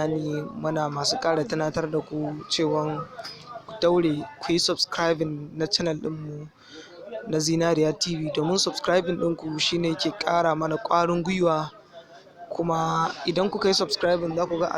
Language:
Hausa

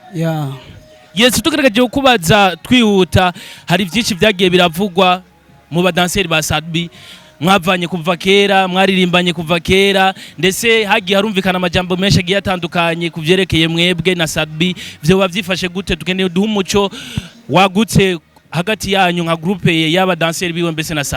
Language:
Rundi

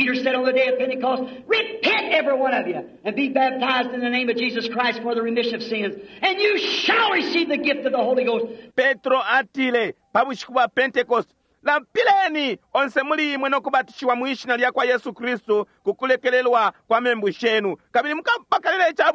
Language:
Bemba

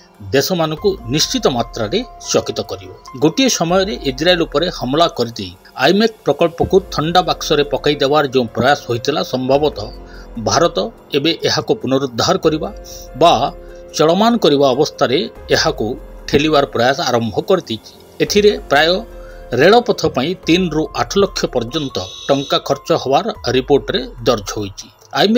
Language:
Odia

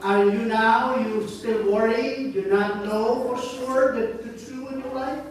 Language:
Central Mnong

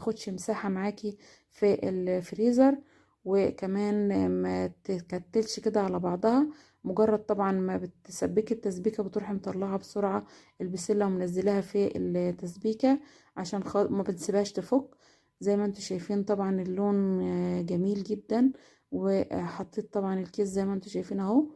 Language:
Egyptian Arabic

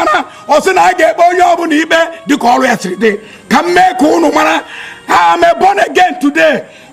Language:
Igbo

